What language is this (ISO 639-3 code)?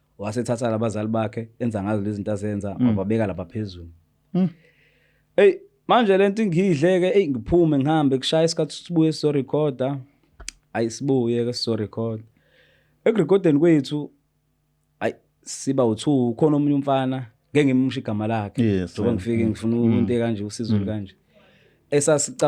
zul